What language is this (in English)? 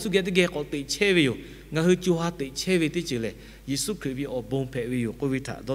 Lahu